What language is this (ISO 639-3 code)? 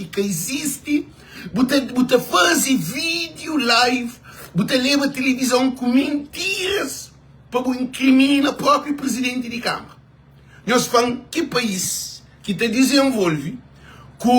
kea